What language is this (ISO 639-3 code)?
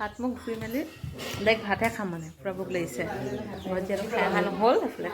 asm